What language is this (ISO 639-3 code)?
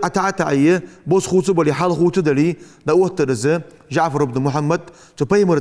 inh